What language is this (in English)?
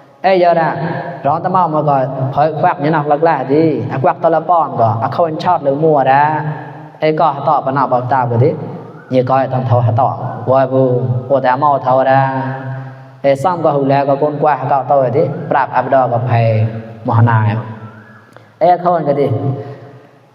Mon